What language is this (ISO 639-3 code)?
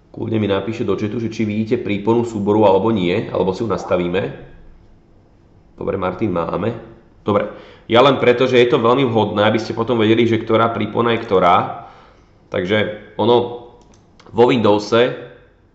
slk